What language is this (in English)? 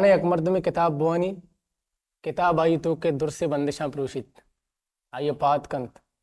Baluchi